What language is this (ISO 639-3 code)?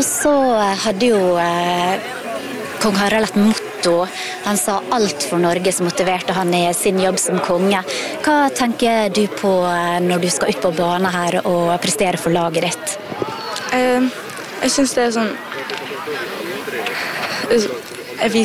nor